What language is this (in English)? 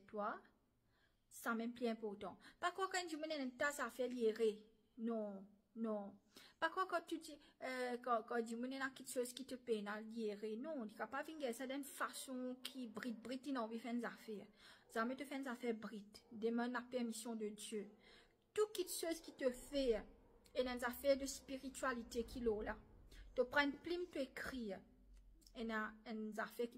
Morisyen